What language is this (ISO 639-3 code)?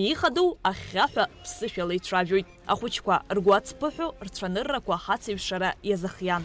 abk